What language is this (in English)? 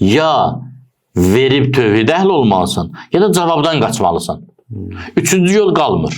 Azerbaijani